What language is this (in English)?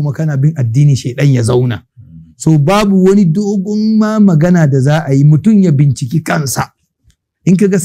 Hausa